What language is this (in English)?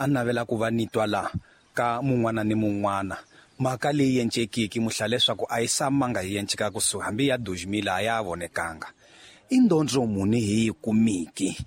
Tsonga